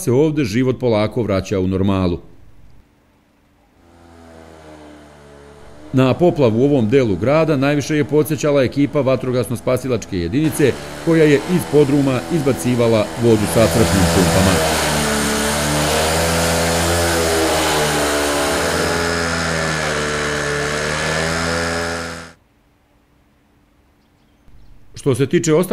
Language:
Serbian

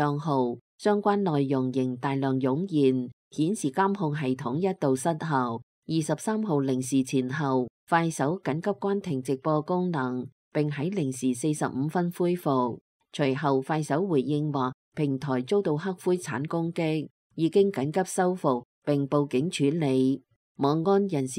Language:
Cantonese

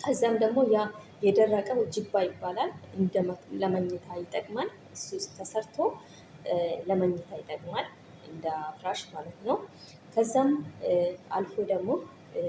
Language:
Amharic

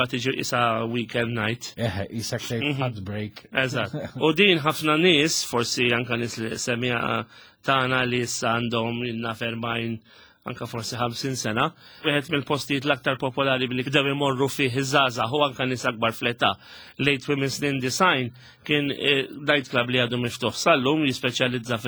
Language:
Maltese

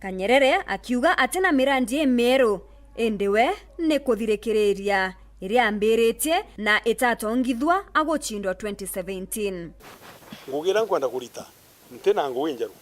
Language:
Meru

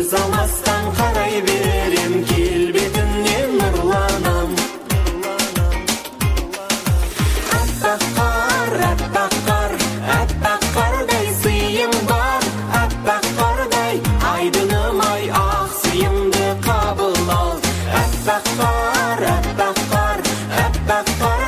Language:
Kazakh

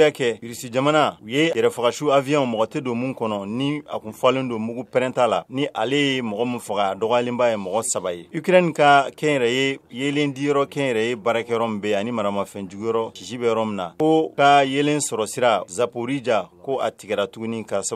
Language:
Bambara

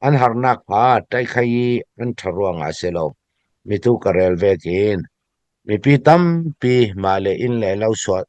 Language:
Falam Chin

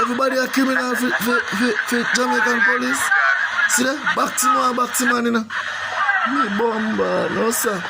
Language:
Jamaican Creole English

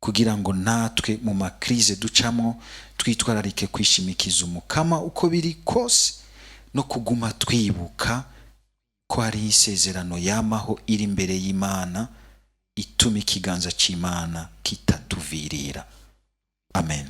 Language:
Rundi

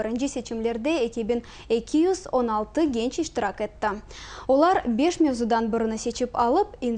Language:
Crimean Tatar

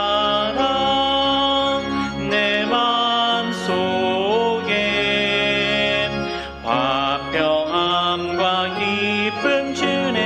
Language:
Korean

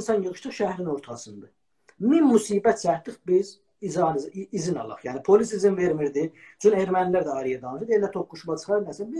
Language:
South Azerbaijani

